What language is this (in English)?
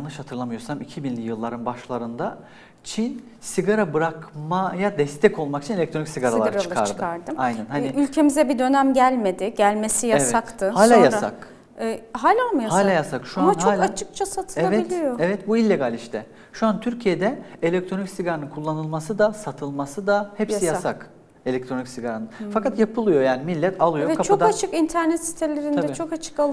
Turkish